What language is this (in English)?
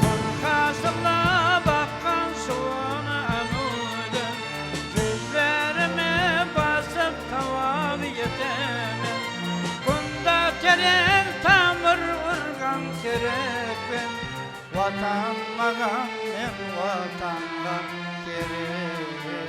Kara-Kalpak